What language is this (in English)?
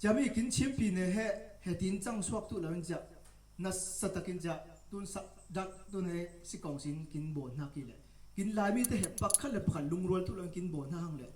Falam Chin